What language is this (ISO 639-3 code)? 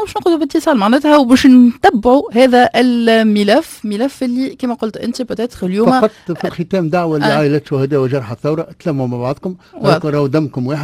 aeb